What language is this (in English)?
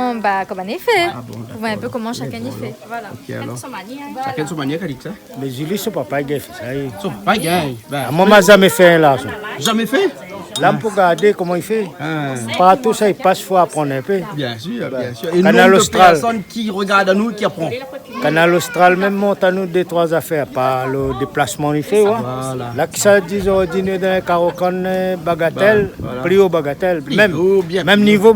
Réunion Creole French